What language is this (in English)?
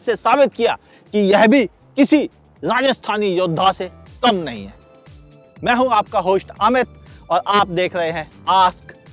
Hindi